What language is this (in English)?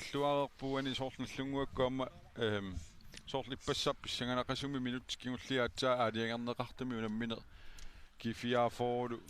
Kalaallisut